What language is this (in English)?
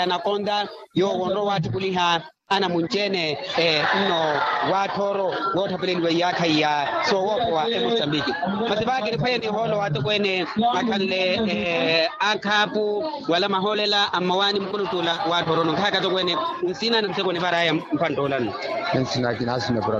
Makhuwa